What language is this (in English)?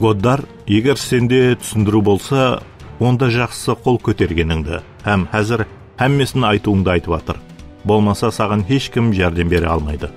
Kara-Kalpak